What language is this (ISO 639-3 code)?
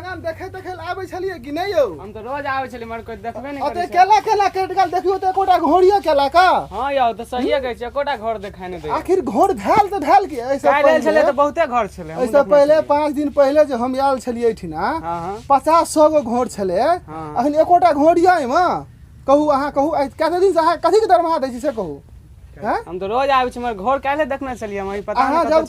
mai